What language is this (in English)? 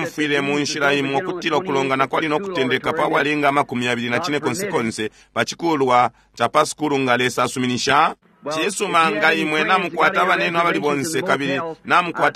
Bemba